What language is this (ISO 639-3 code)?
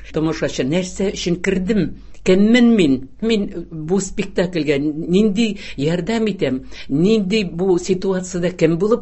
tat